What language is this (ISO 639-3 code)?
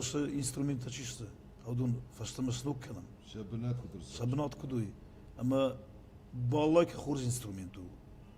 oss